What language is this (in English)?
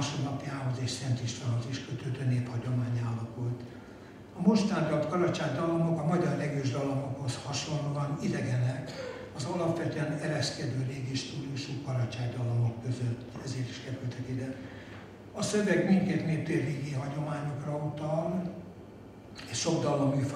Hungarian